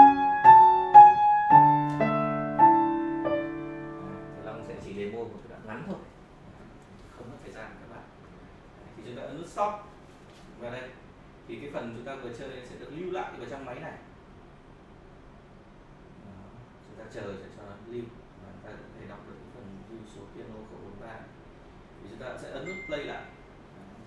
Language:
Vietnamese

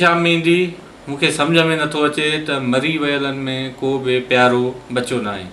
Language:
Sindhi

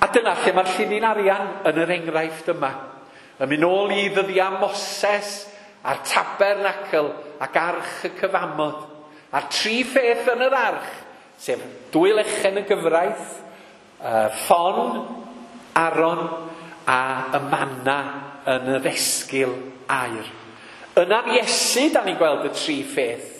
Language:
Welsh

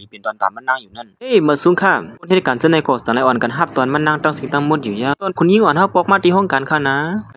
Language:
Shan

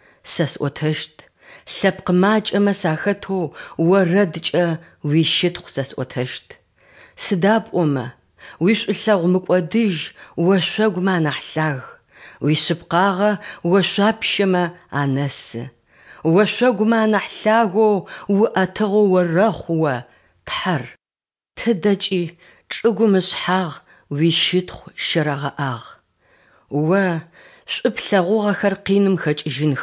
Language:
Adyghe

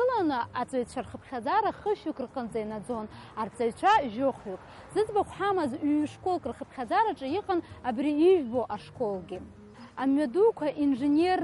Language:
Abkhazian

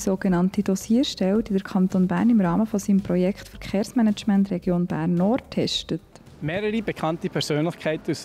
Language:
Swiss German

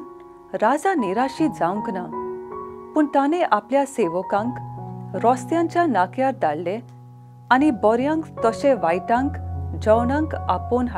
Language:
Konkani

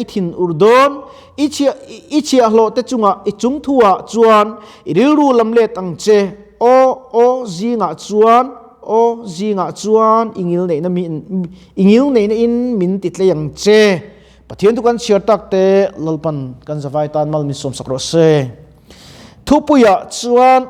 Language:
Mizo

